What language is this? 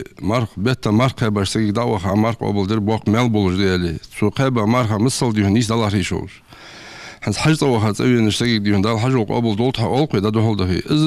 Ingush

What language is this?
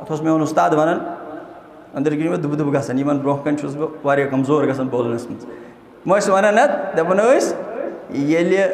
Kashmiri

